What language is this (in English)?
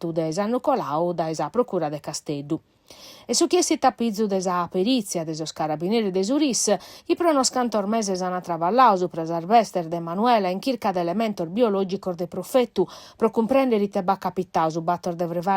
Sardinian